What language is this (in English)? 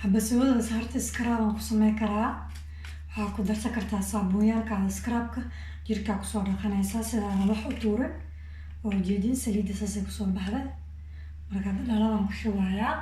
Somali